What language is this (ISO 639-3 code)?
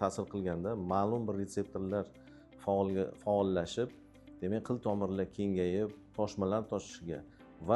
uzb